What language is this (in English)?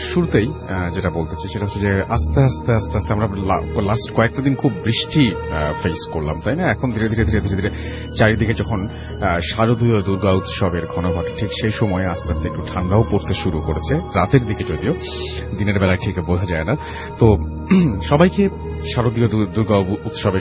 Bangla